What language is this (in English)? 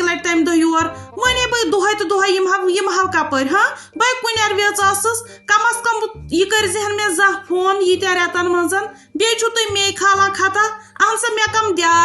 Kashmiri